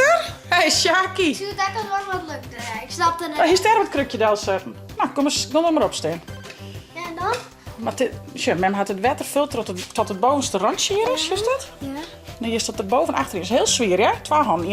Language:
Western Frisian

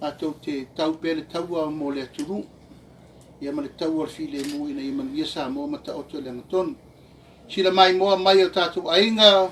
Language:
Samoan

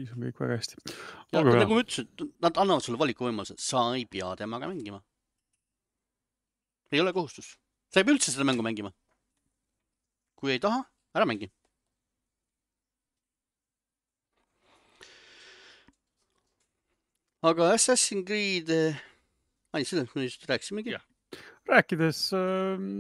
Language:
Estonian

